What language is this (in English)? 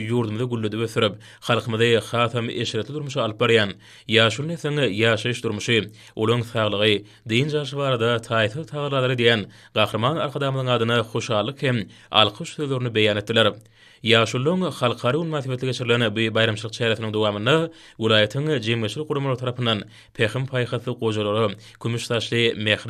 Turkmen